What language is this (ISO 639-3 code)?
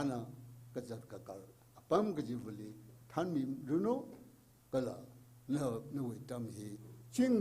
nmf